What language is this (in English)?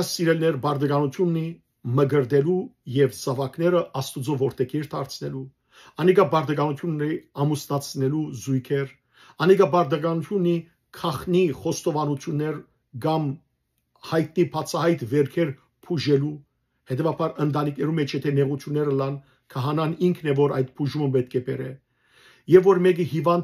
Western Armenian